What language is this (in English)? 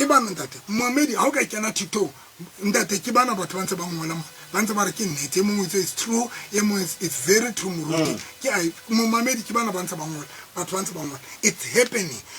Tswana